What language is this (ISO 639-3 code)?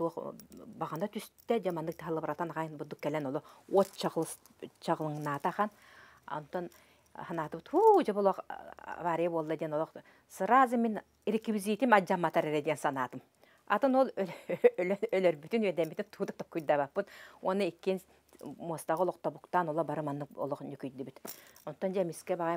sah